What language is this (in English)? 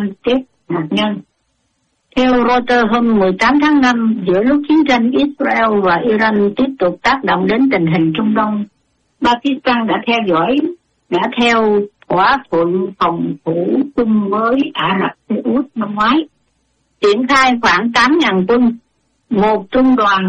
Vietnamese